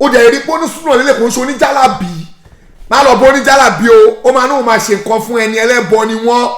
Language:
Yoruba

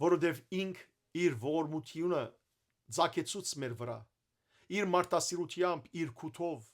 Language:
Western Armenian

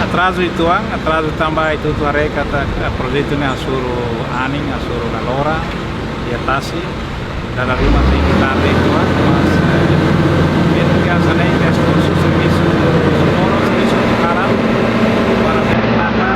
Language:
Tetum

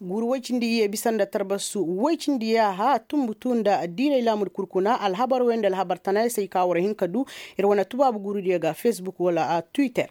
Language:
Koyraboro Senni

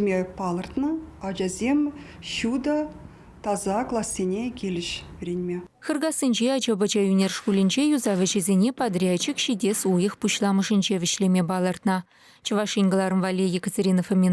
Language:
Chuvash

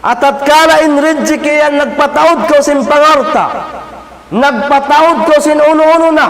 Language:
Tausug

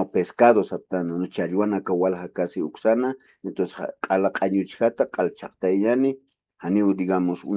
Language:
Aymara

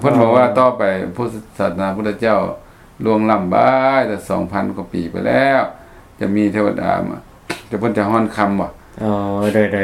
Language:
Lao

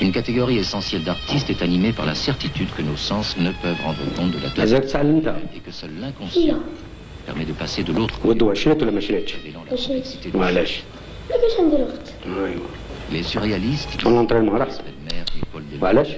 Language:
Algerian Arabic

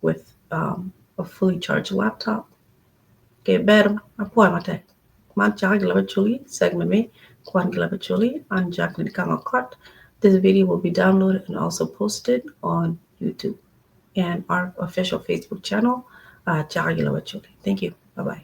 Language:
Acoli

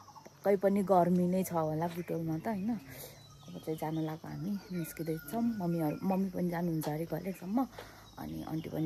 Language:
Nepali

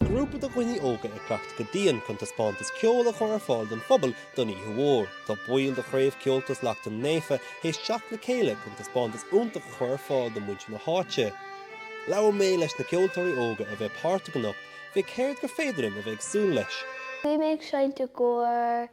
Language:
Irish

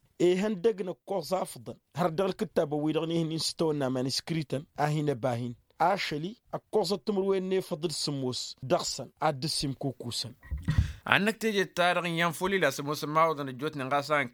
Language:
Tamasheq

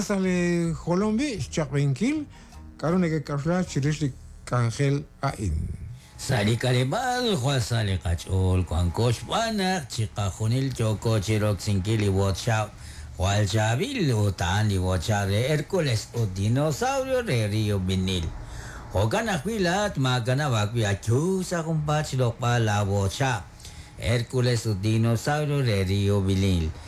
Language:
Kekchí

